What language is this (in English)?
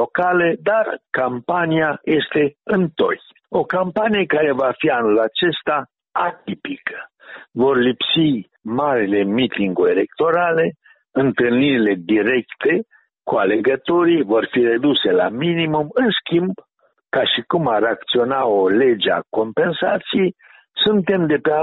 Romanian